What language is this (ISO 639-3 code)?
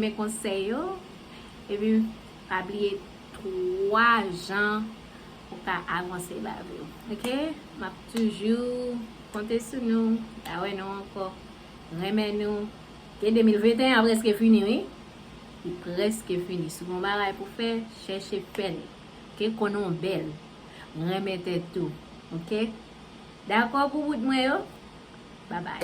hat